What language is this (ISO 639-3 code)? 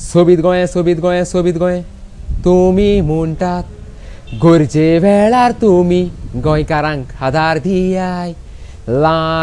kok